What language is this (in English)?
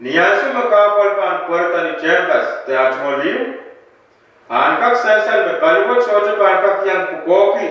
Pohnpeian